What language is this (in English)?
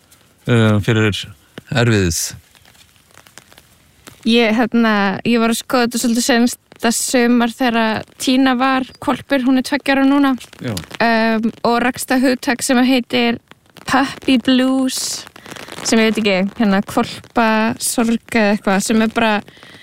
Icelandic